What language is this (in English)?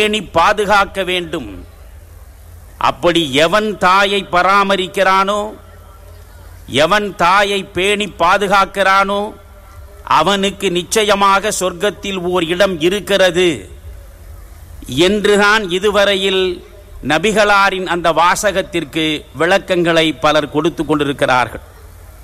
Tamil